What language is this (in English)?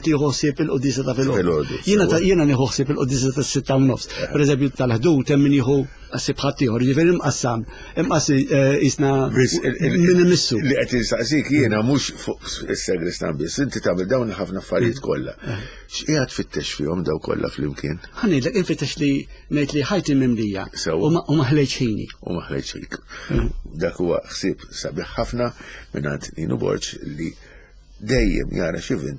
Maltese